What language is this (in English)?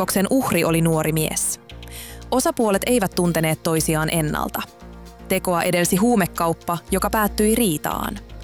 Finnish